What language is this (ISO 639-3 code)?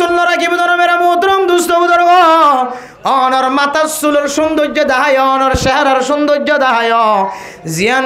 rhg